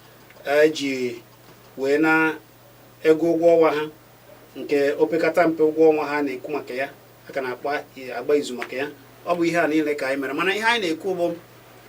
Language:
Igbo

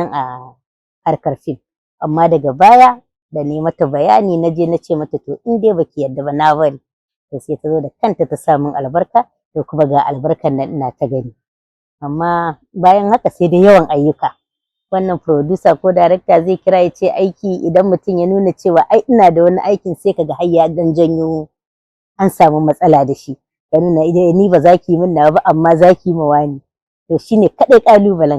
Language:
Hausa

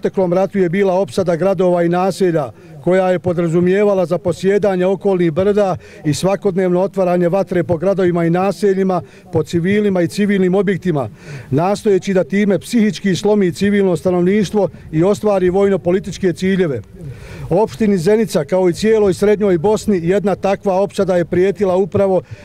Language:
Bosnian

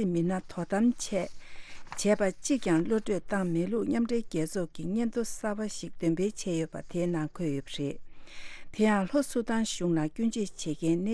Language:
Tibetan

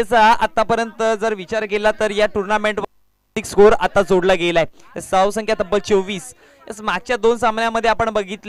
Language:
Marathi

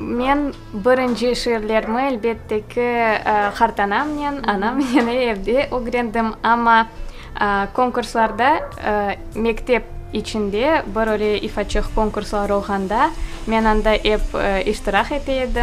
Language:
Crimean Tatar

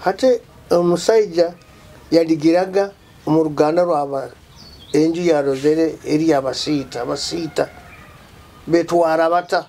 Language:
Nyoro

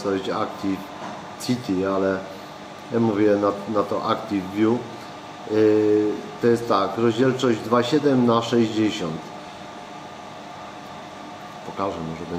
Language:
Polish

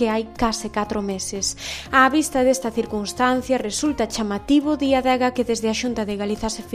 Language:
Galician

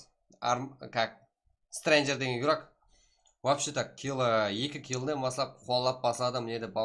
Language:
Kara-Kalpak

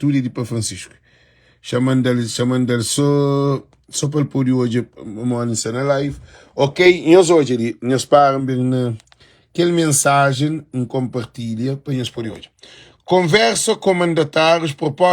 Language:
Kabuverdianu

